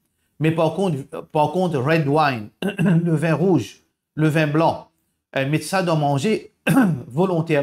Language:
Morisyen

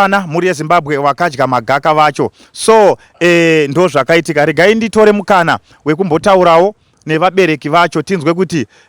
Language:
Shona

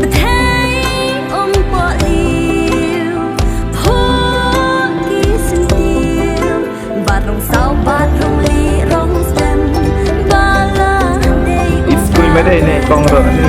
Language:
Khasi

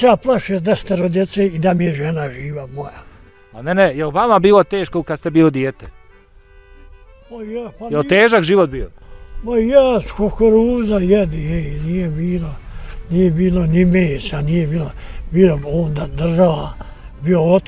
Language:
Bosnian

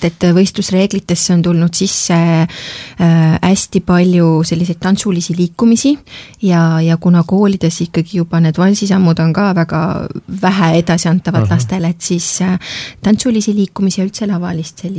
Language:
Estonian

